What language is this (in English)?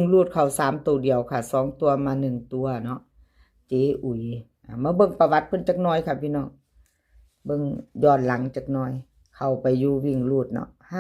Northeastern Thai